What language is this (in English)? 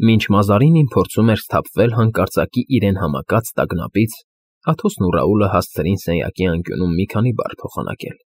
Armenian